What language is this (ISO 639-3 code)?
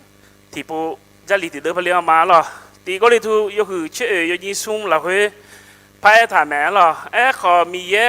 ahk